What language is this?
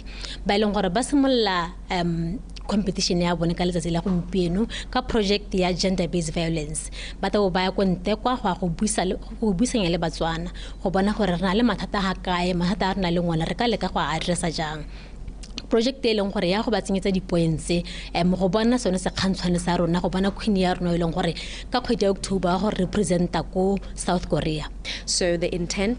Tswana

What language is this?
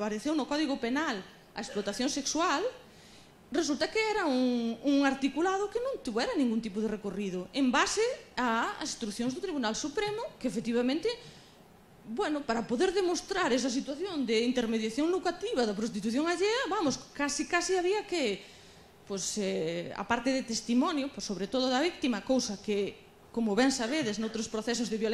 Galician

